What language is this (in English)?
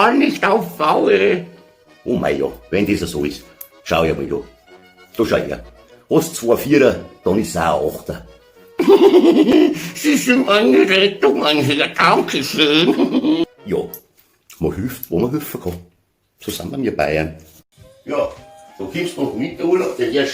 Bavarian